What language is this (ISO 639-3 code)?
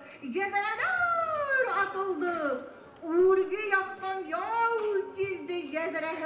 bak